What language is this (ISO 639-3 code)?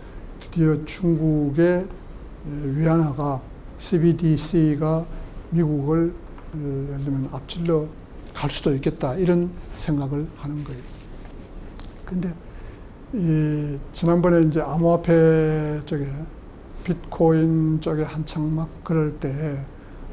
kor